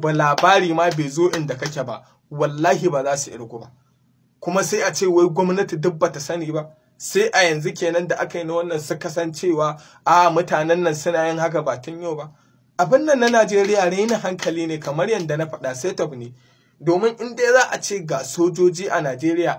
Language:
Hausa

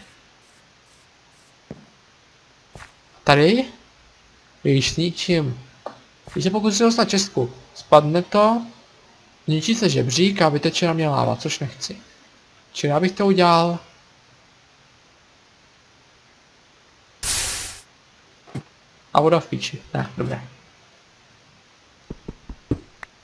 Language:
Czech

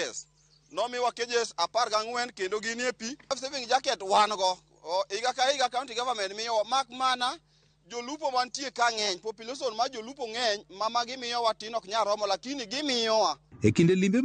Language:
Luo (Kenya and Tanzania)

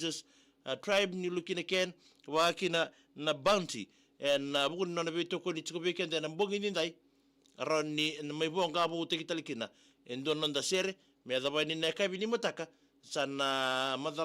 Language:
Fijian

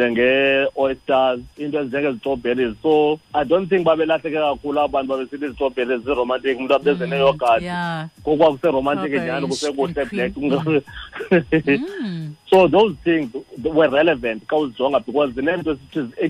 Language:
Xhosa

